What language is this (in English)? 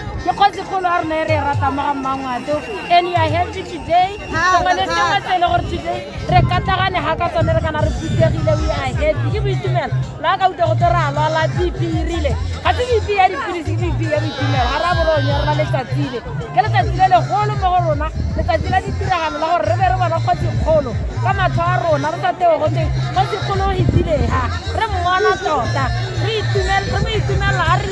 Tswana